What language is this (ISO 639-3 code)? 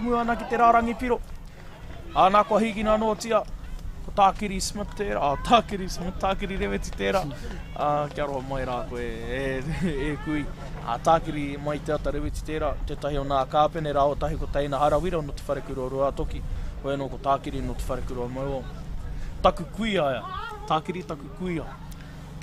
mri